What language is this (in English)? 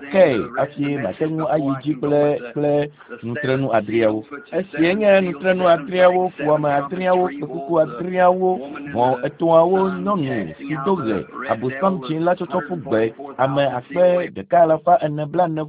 Ewe